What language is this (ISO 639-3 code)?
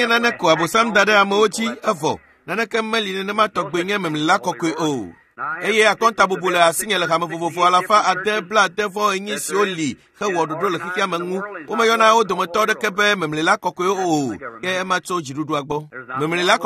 ewe